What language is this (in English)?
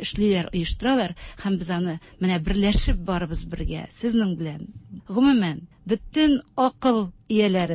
Tatar